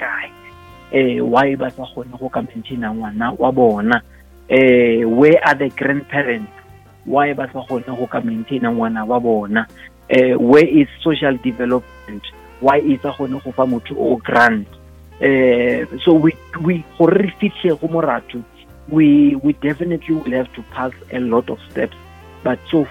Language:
Northern Sotho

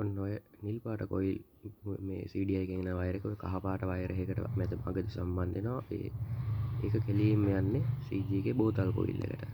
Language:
Sinhala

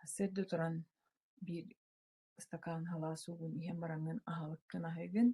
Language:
Yakut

